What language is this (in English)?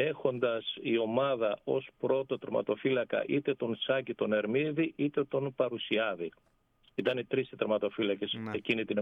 Greek